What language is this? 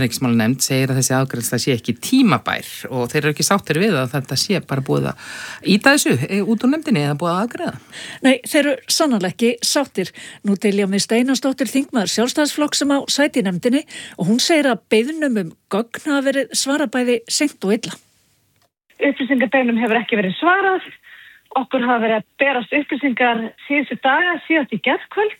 Icelandic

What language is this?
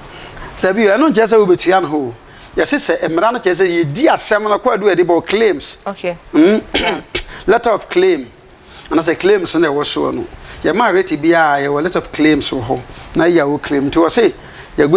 Akan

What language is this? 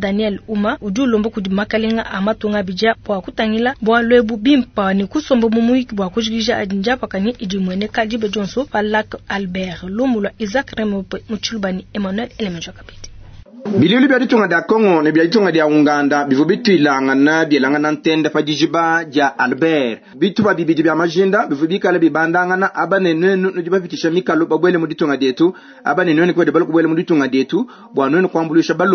Luba-Lulua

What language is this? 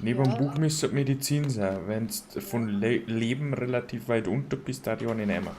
Bavarian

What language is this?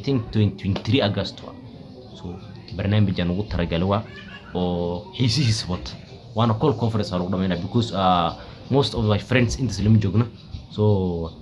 Somali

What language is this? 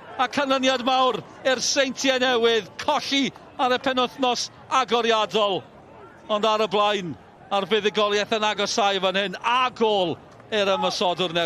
Welsh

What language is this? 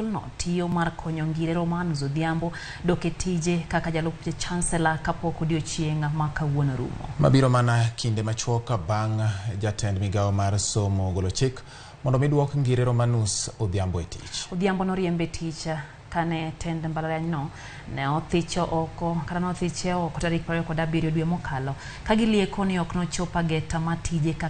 Luo (Kenya and Tanzania)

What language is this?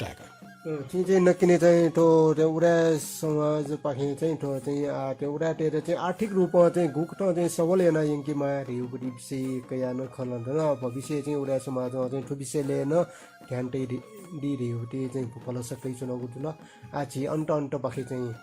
Newari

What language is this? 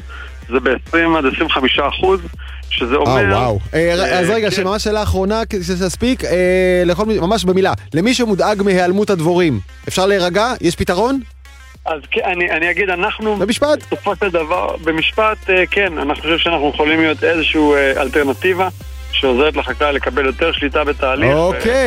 Hebrew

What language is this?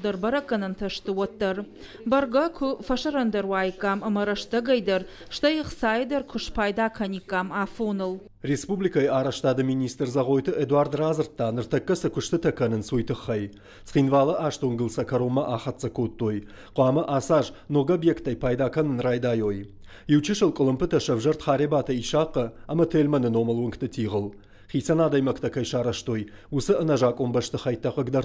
Ossetic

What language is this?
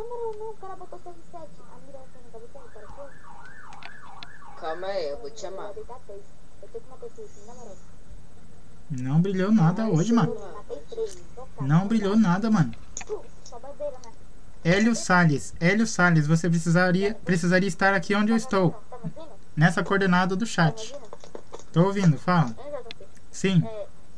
Portuguese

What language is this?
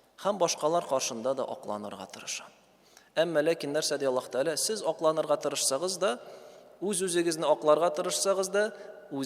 Tatar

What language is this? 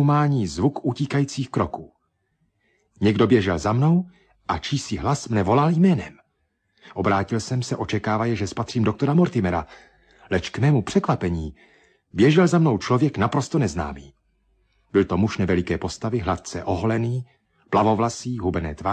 Czech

